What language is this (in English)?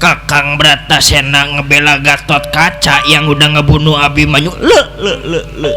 Betawi